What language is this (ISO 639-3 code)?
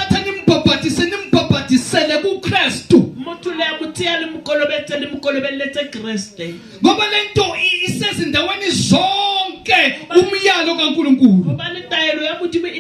zul